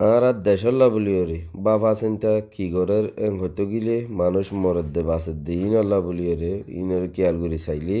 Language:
Rohingya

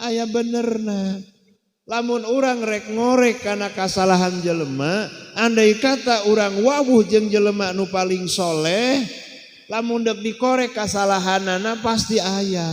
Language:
Sundanese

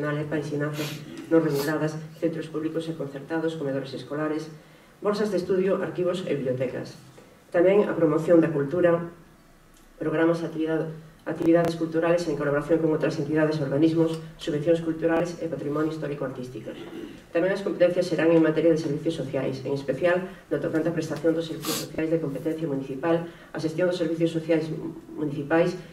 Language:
Galician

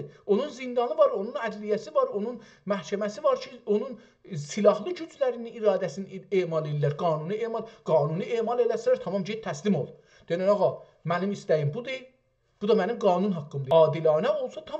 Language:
South Azerbaijani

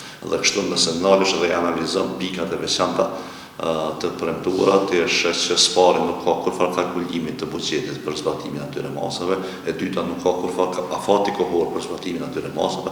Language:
Albanian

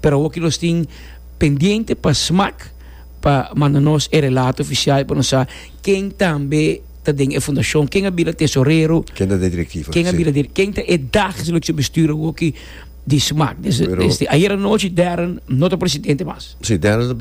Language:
Papiamento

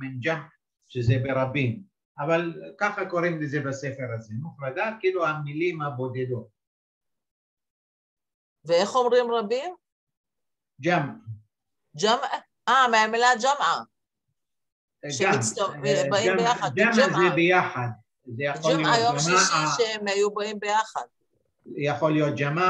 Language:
Hebrew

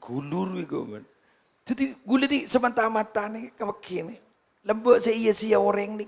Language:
Madurese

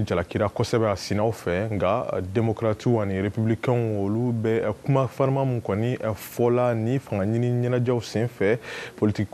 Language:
Bambara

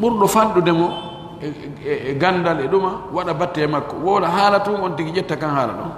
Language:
Pular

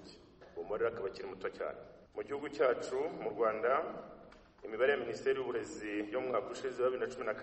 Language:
Kinyarwanda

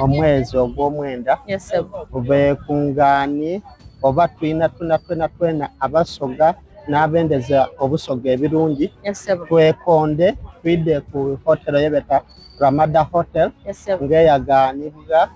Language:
Soga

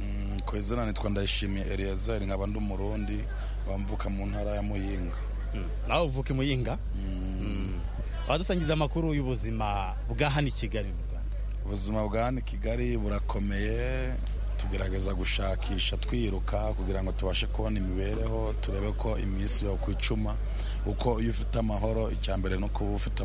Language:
Kinyarwanda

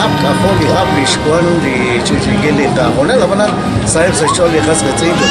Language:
Kekchí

